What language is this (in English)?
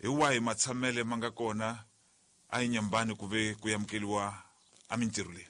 Tsonga